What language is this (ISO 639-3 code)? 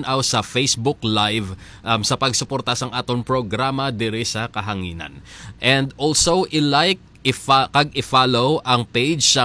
hil